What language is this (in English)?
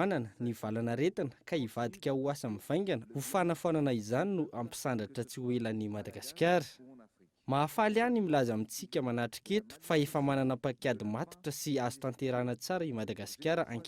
Malagasy